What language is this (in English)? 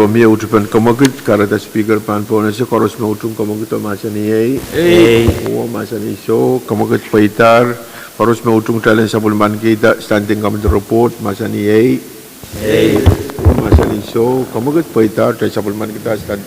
Pohnpeian